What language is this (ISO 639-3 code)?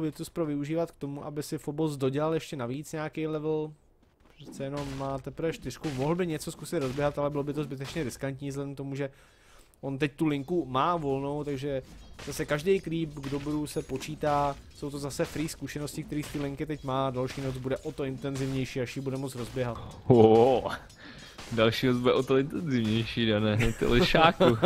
ces